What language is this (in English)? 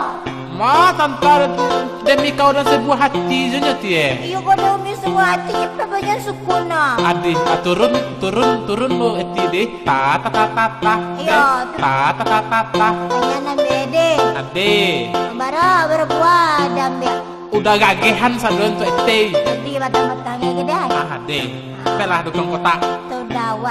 Minangkabau